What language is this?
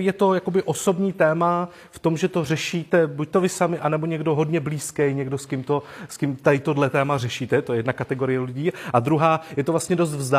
Czech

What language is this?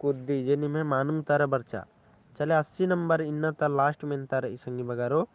Kurukh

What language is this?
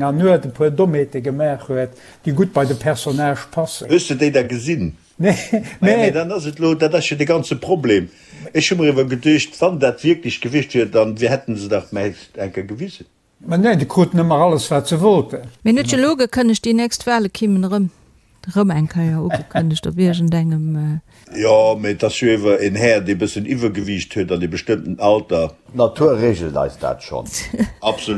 Luxembourgish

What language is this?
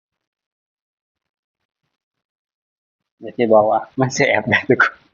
Lao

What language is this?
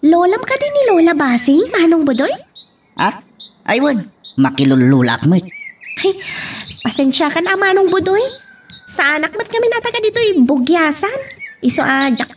Iloko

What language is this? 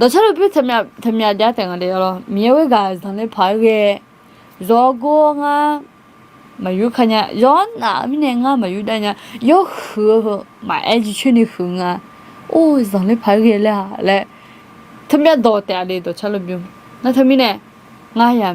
Akha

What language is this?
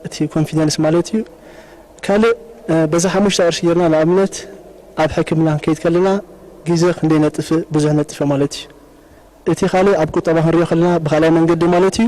Tigrinya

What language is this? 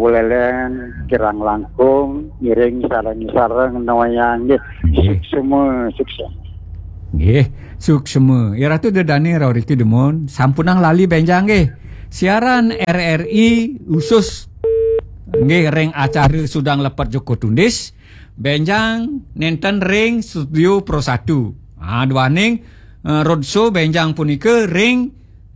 Balinese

